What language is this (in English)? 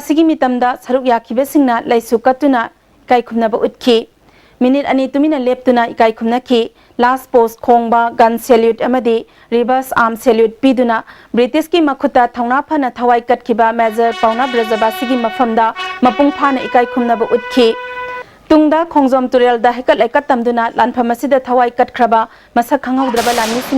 Manipuri